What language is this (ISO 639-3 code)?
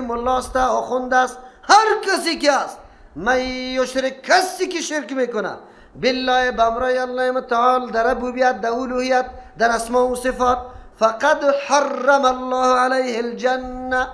fas